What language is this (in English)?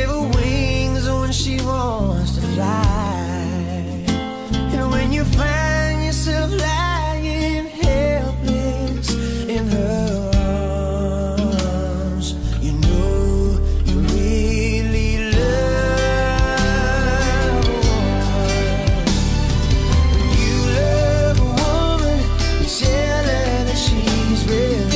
English